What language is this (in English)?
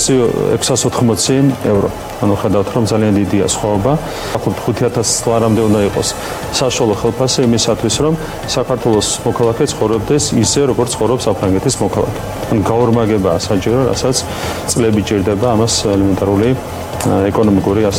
Georgian